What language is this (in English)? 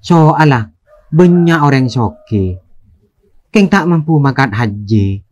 Madurese